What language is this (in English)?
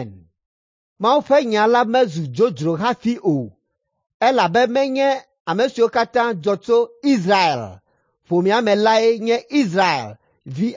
Ewe